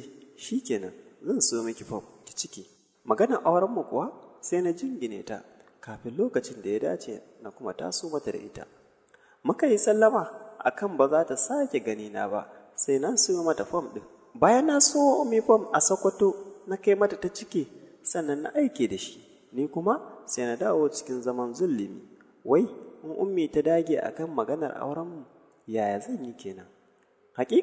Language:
Hausa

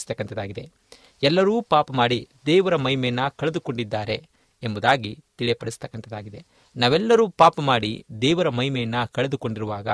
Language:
Kannada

